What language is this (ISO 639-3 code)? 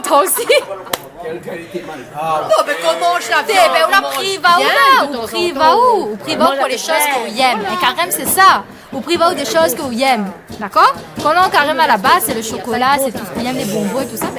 rcf